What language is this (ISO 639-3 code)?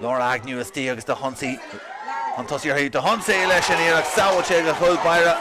gle